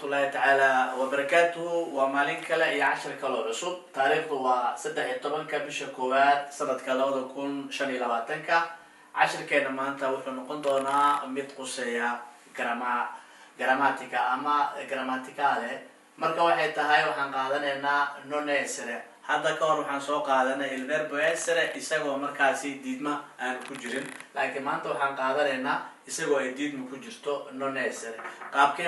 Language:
Somali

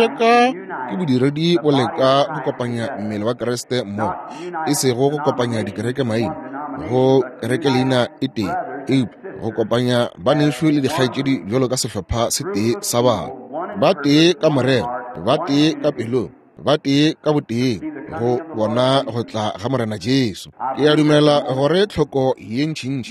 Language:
Northern Sotho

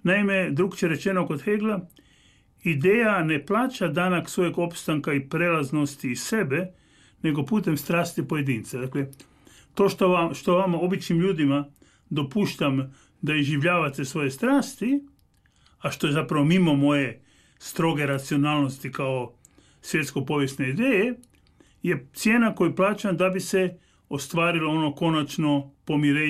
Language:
Croatian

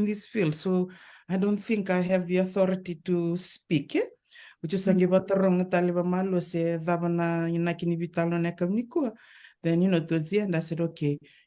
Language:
Fijian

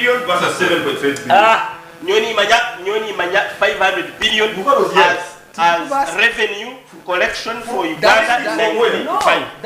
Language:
Nyankole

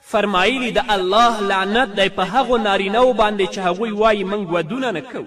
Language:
Pashto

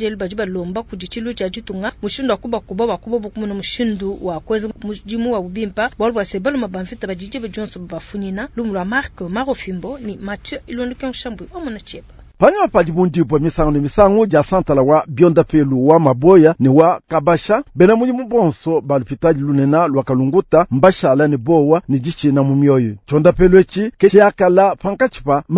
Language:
Luba-Lulua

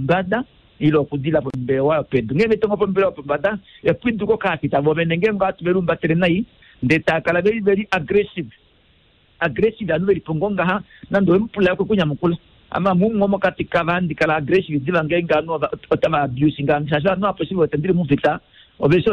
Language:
Kuanyama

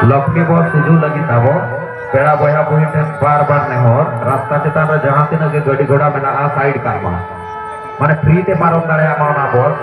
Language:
Santali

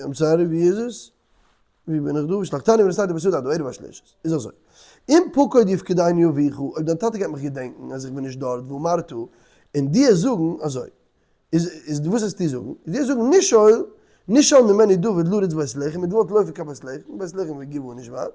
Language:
Yiddish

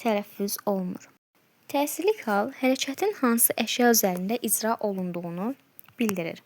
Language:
Azerbaijani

